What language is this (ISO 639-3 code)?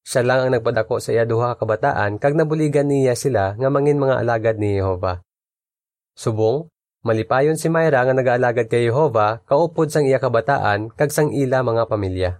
hil